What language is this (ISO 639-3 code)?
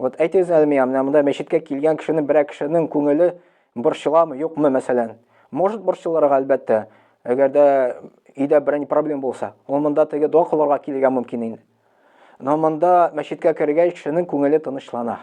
tat